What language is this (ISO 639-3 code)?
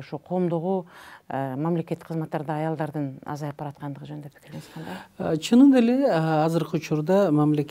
kir